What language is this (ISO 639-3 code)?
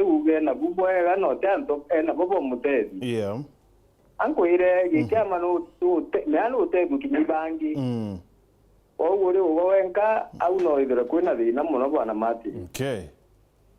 mer